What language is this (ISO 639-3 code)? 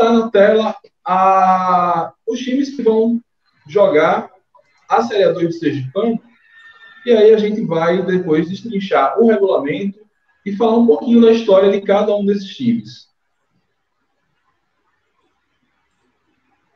por